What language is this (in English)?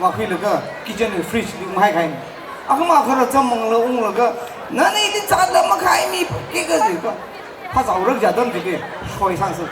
Tangkhul Naga (India)